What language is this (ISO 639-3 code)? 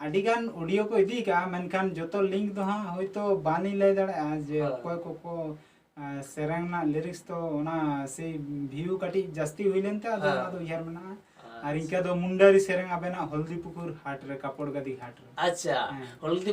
sat